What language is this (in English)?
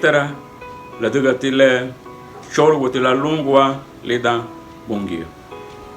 Garifuna